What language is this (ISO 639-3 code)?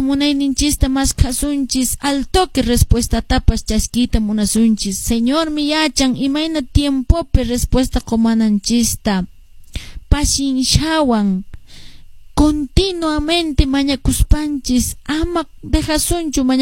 que